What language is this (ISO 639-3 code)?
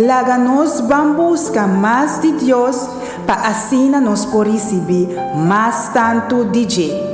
pap